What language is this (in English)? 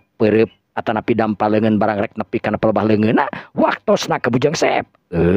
Sundanese